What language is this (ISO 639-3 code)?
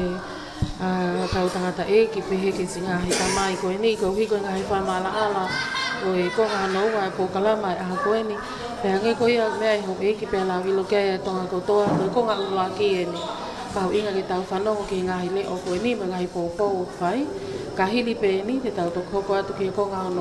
ton